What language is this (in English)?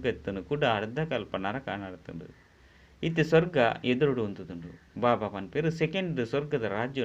Tulu